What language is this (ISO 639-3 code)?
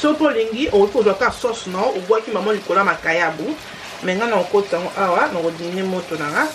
lin